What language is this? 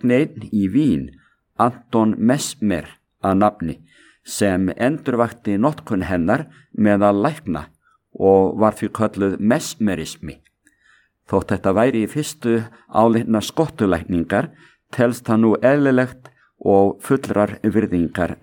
Icelandic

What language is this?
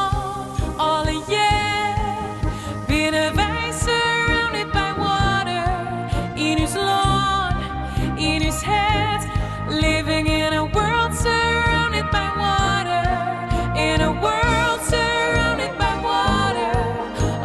Western Frisian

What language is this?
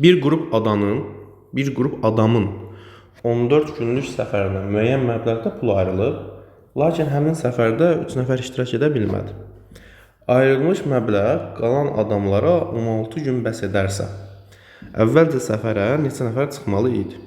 Azerbaijani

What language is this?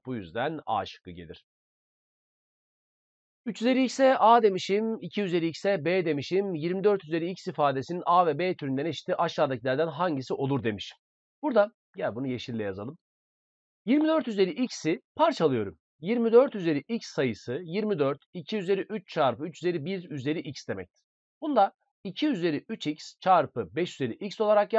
Turkish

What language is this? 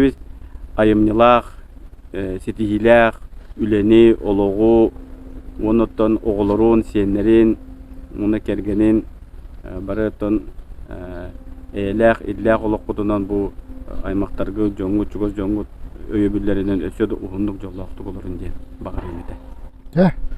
Yakut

